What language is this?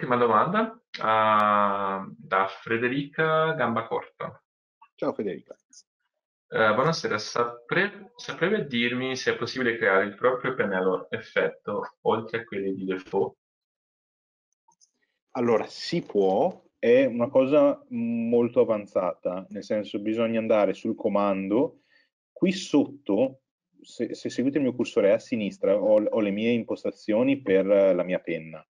Italian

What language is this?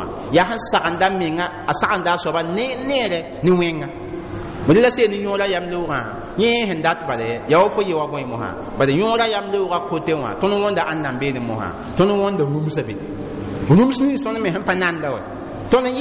Mossi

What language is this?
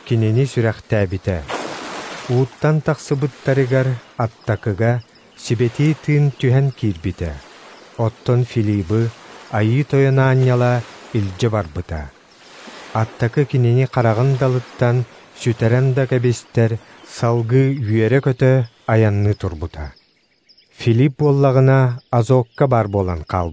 Yakut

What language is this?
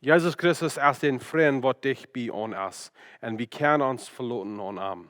Plautdietsch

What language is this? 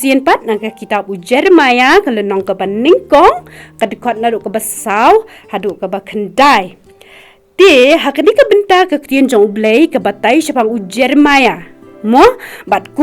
Khasi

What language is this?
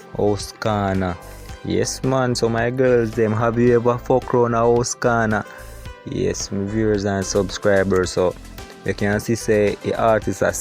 Jamaican Creole English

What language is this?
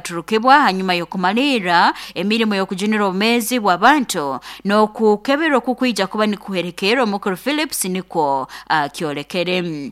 Nyankole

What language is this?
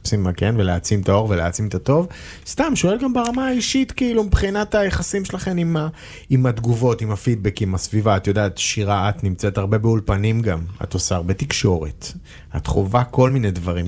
Hebrew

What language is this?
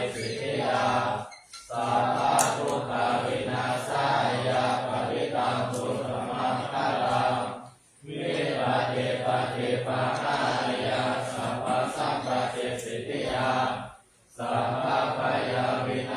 Pali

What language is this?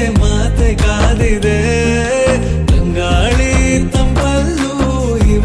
Kannada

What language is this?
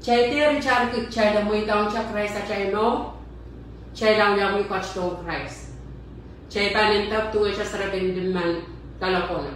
Pohnpeian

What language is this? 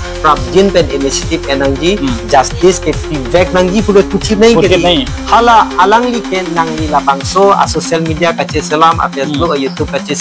Karbi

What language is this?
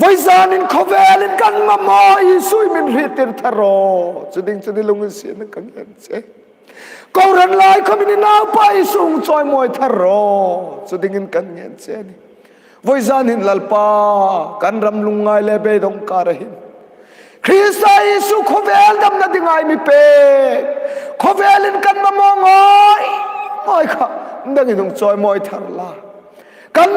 Hmar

